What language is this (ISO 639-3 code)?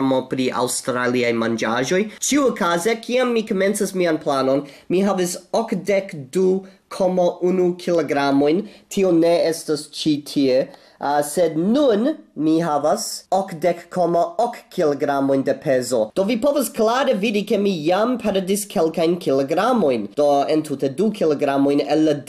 epo